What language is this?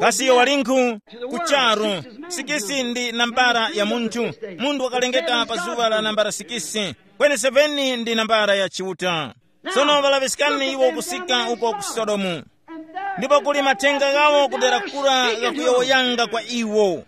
Tumbuka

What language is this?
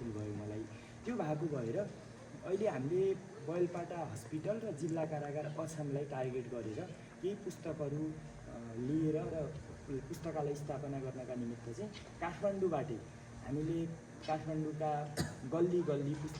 Nepali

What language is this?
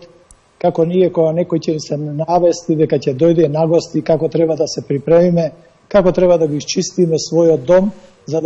Macedonian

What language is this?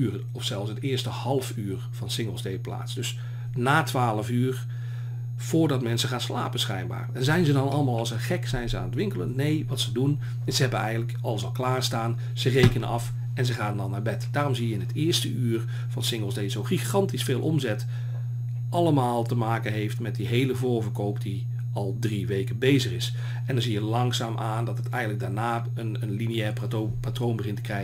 Dutch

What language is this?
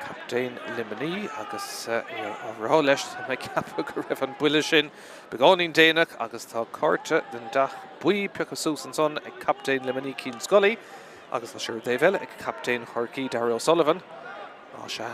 Irish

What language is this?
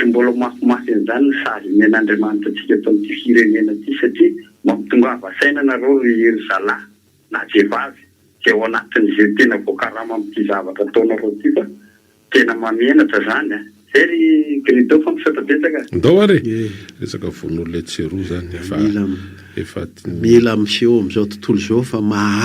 Malagasy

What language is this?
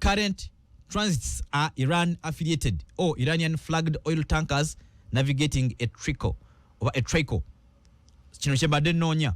Ganda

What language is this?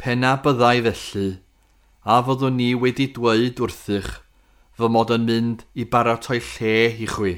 Welsh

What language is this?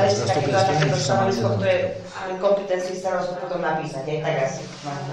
Slovak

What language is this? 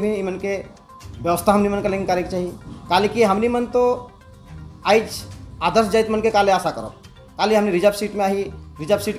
Sadri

